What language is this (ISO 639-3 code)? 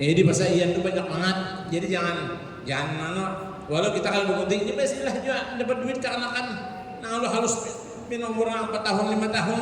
bjn